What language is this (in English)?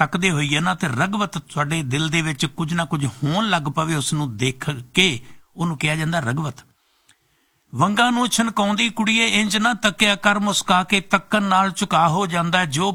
Punjabi